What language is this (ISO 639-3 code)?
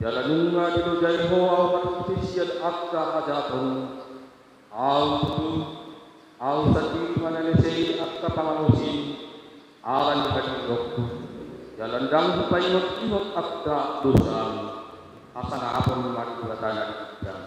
bbc